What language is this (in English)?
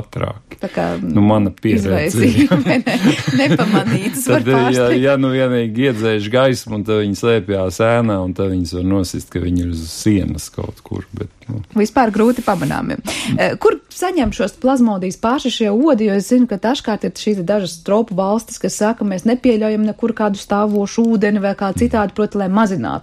Latvian